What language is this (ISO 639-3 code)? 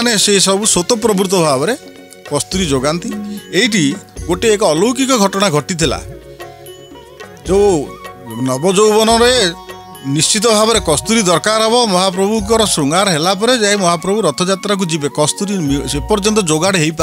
ori